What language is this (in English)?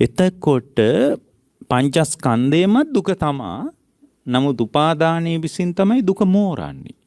Sinhala